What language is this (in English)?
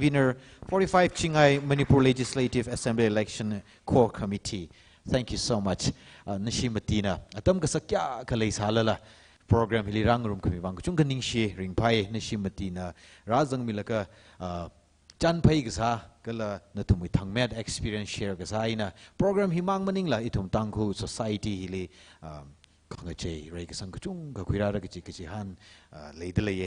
Tangkhul Naga (India)